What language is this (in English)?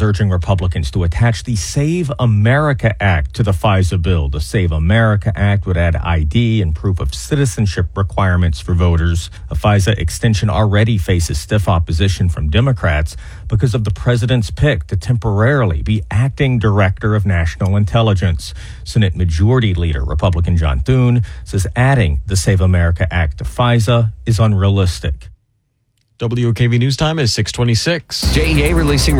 English